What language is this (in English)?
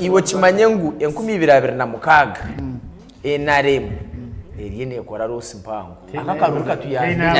Nyankole